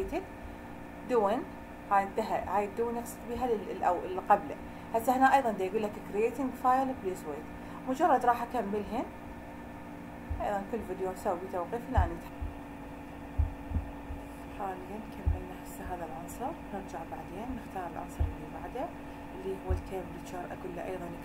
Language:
Mesopotamian Arabic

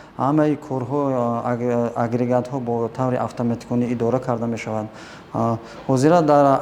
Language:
Tajik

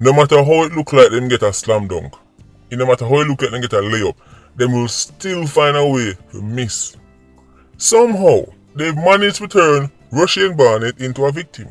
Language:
Jamaican Creole English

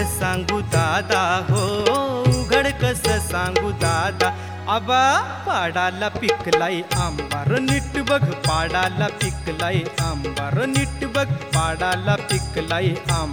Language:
Marathi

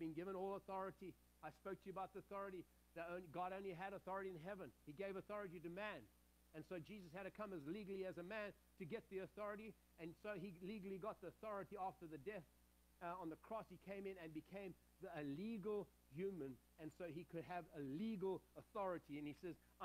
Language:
English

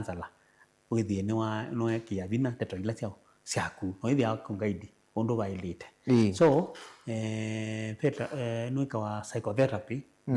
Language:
Kamba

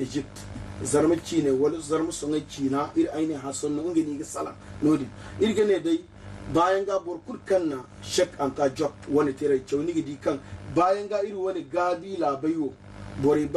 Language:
Zarma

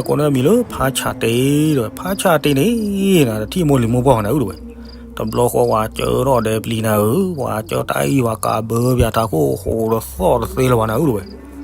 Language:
S'gaw Karen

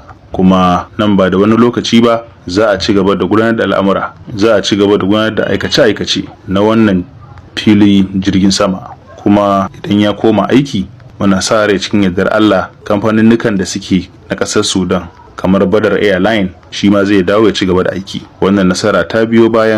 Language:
Hausa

